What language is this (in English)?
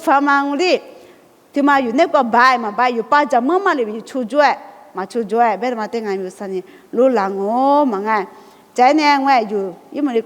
Lisu